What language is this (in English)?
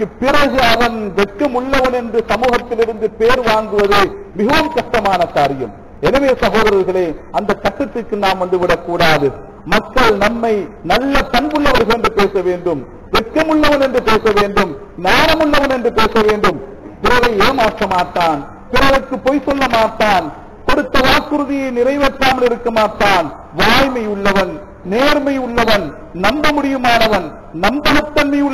Tamil